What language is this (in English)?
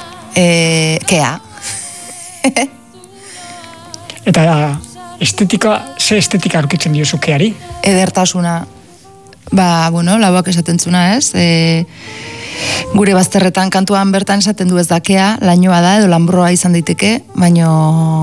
Basque